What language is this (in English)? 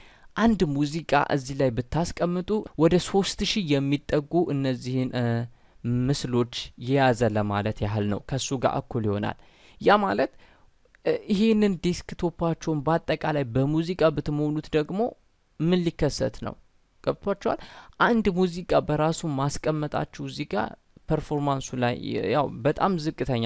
Amharic